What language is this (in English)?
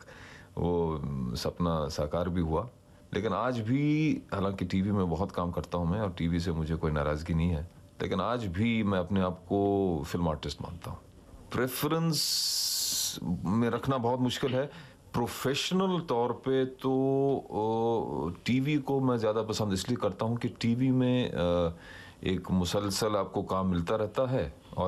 Hindi